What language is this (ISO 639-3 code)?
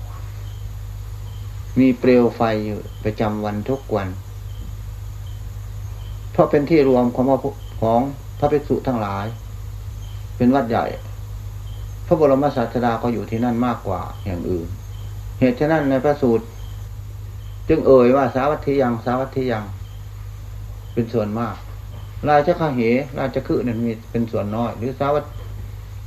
tha